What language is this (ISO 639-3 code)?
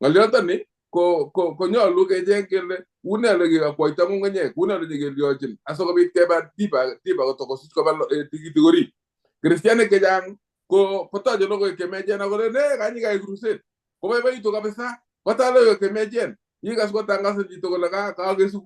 kln